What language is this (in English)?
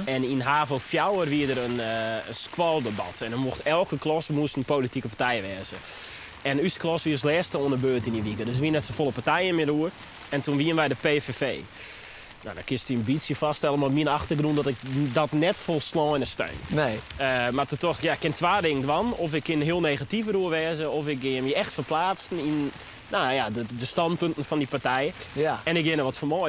Western Frisian